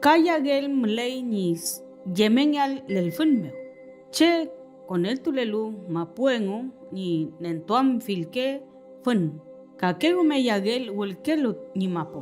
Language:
Mapuche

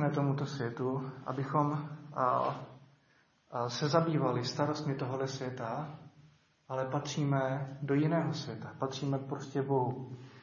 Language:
Czech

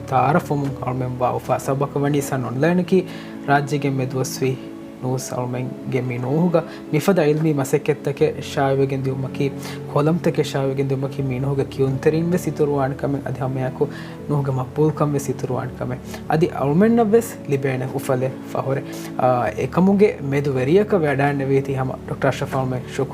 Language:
Divehi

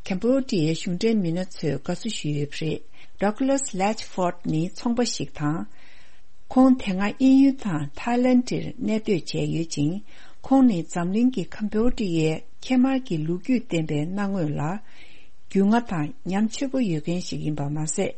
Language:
Tibetan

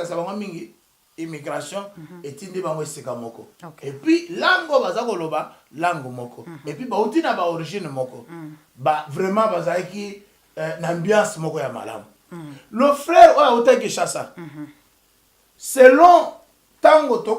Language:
Lingala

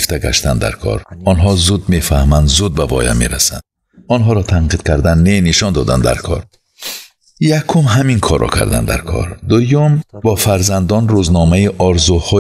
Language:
Tajik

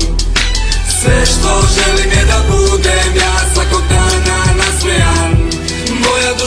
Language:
Serbian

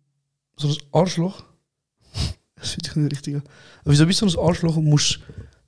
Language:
Swiss German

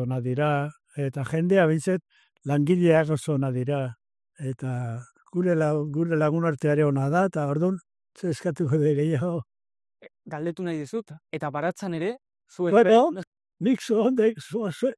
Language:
Basque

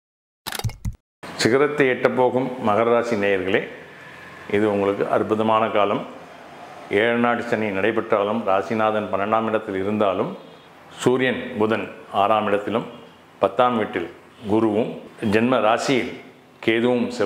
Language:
Tamil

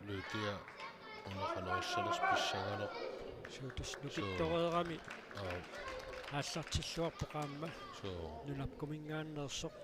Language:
Kalaallisut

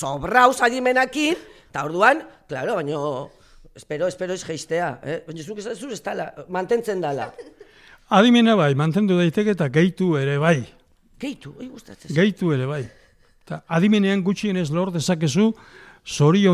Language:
Basque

